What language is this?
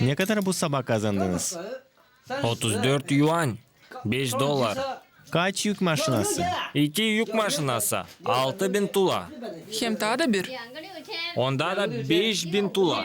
Gagauz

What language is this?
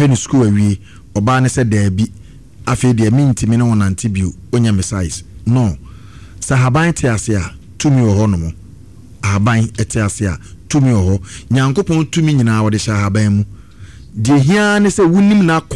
Akan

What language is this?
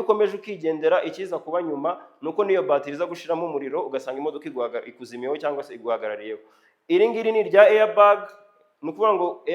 Kinyarwanda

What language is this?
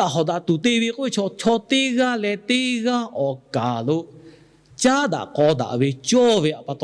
Lahu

